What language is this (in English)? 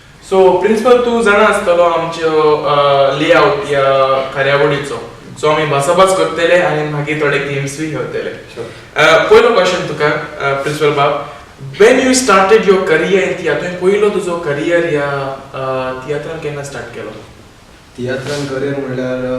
Konkani